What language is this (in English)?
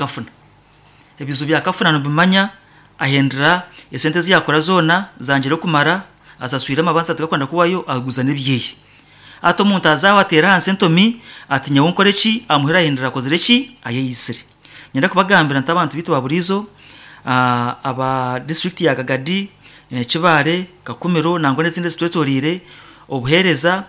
Nyankole